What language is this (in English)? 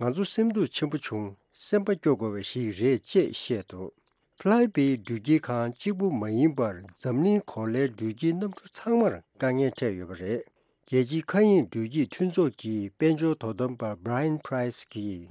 Tibetan